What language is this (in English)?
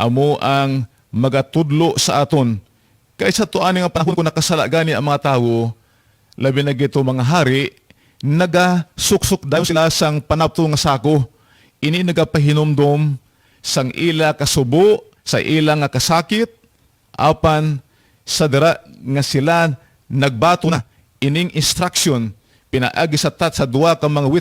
Cebuano